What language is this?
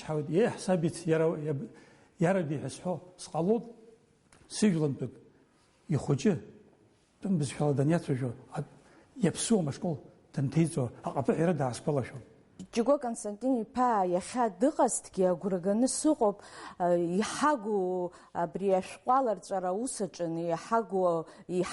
Abkhazian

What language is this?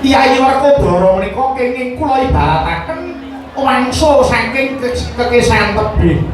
Javanese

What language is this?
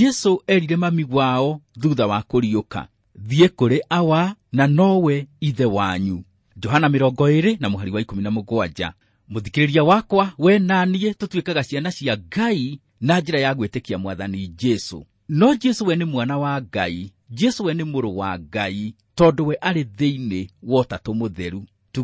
Kikuyu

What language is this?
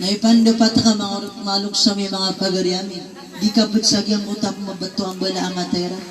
Maranao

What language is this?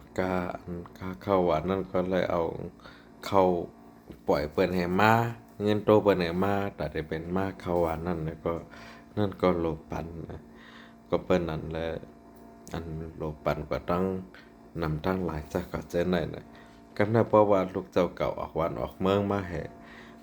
Shan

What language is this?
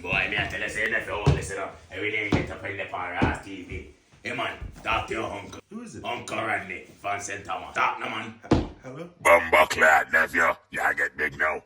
Jamaican Creole English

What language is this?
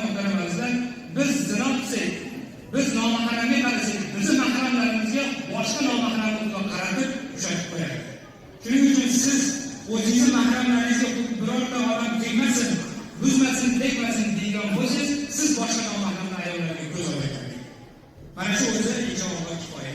Uzbek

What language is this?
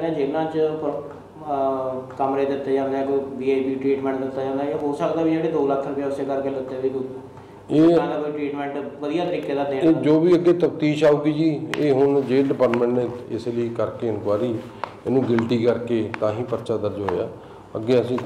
Punjabi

